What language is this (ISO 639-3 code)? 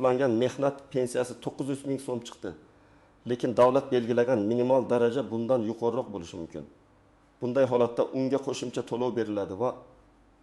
uzb